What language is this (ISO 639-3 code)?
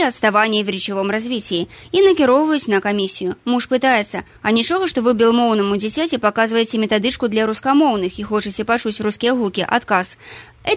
bel